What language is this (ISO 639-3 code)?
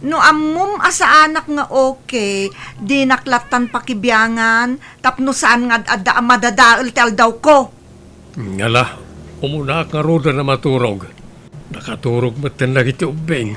ilo